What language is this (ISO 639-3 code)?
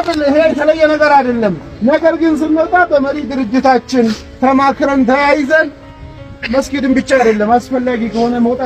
amh